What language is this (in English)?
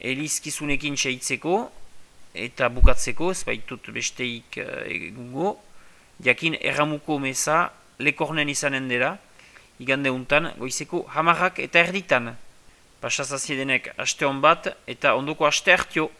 Basque